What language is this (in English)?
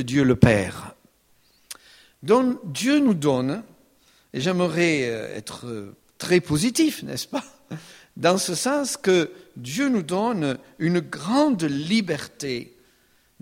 French